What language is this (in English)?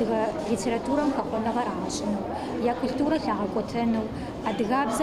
Adyghe